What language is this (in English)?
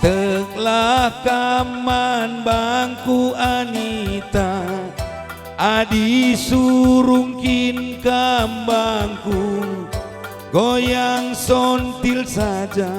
Batak Karo